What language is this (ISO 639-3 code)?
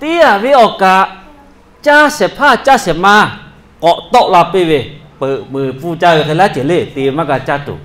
lhu